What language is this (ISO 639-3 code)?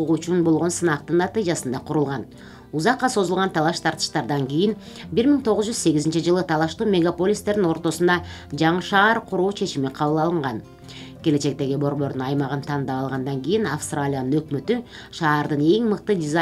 kir